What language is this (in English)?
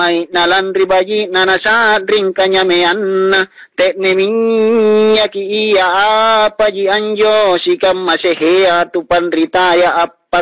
Makasar